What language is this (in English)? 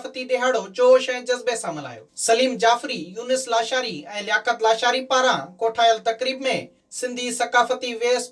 Sindhi